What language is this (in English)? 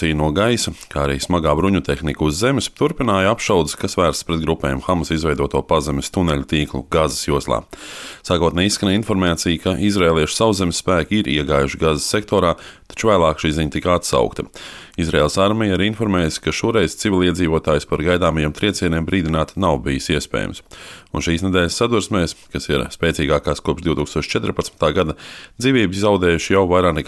Latvian